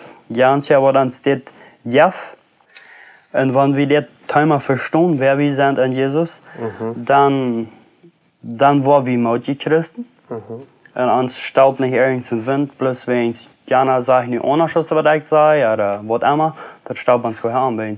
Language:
Plautdietsch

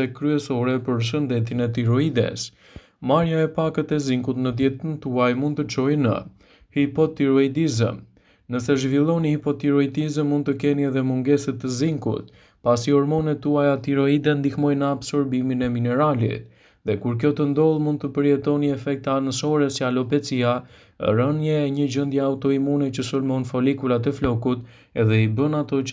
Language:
Albanian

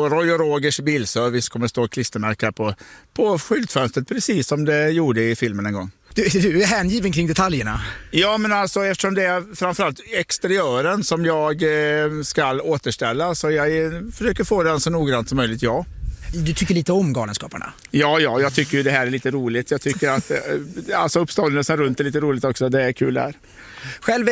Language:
Swedish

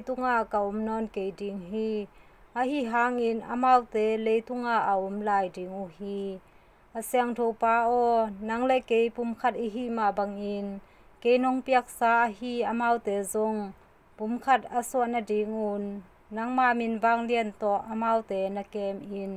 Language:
Tedim Chin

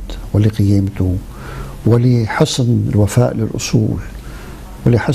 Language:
Arabic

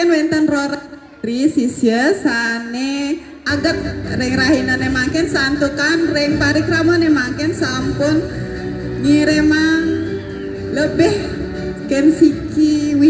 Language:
Balinese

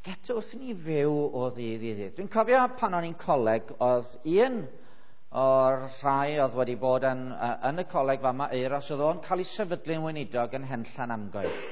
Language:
Welsh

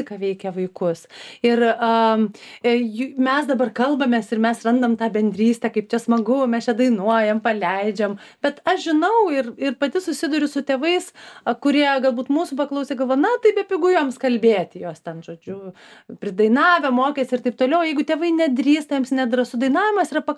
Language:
Lithuanian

